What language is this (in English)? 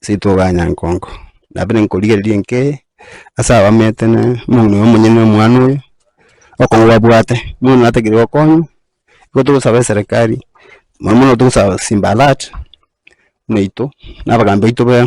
Gusii